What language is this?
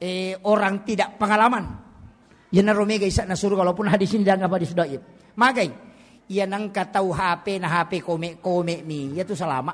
Buginese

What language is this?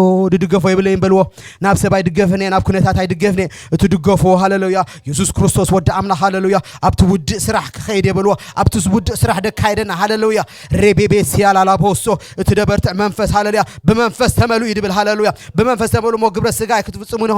Tigrinya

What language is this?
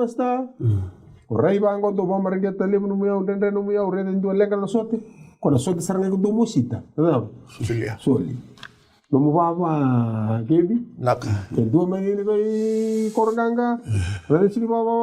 Fijian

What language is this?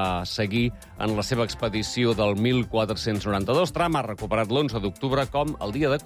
Catalan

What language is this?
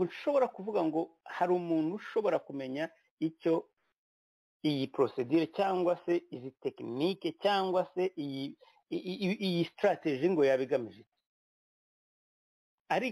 Kinyarwanda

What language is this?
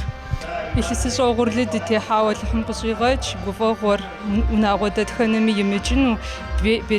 Kabardian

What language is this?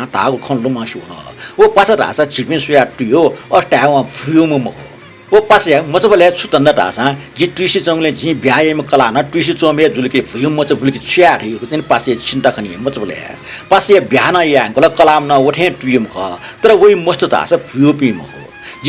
Newari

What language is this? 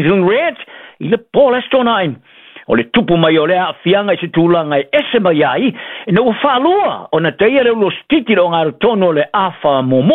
Samoan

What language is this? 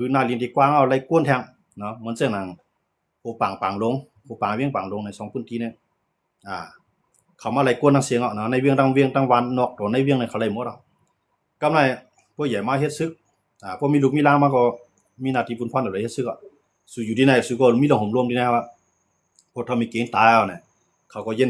Shan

